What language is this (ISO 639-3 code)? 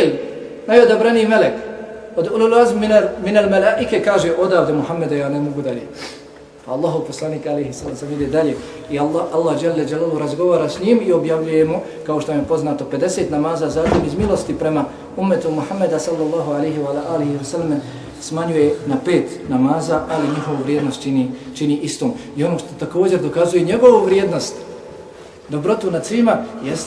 bos